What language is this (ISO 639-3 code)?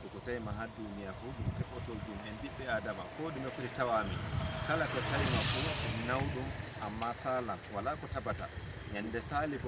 ful